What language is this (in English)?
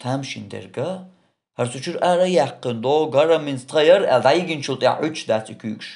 Chechen